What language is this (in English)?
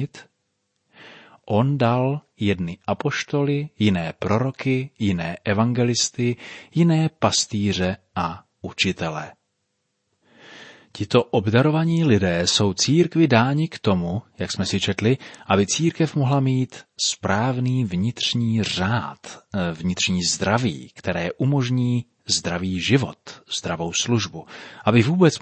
Czech